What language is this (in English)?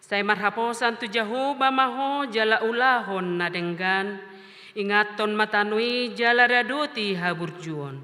Batak Toba